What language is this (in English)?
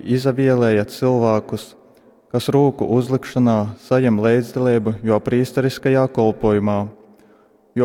Latgalian